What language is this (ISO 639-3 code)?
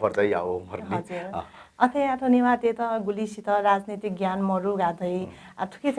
new